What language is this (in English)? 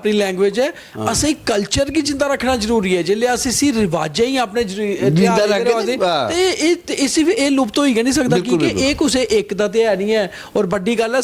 Dogri